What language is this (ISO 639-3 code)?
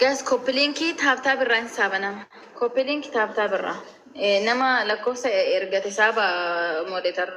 orm